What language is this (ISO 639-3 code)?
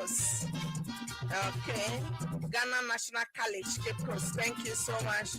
ewe